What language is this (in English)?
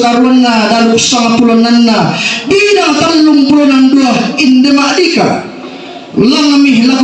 Toraja-Sa'dan